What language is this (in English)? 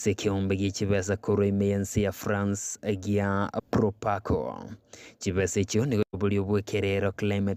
Gusii